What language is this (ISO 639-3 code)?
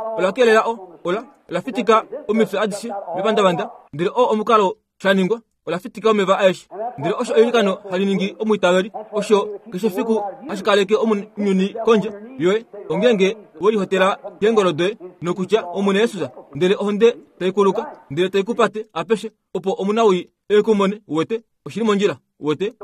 kua